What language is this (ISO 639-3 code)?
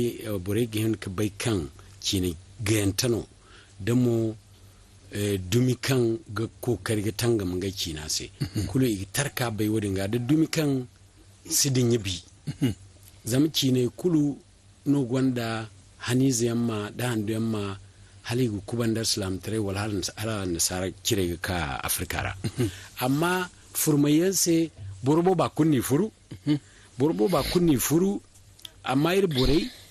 dje